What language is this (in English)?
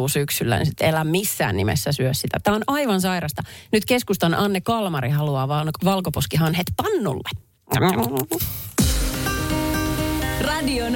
Finnish